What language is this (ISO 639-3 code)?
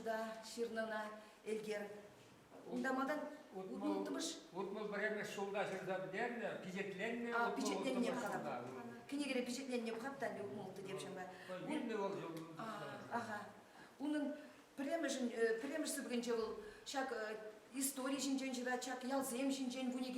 chv